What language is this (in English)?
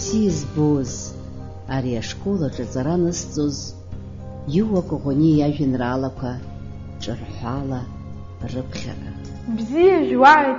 Abkhazian